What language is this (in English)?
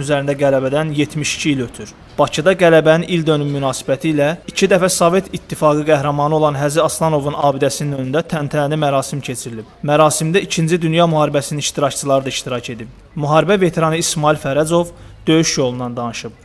Azerbaijani